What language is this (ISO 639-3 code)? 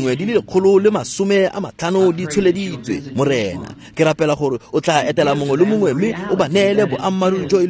tsn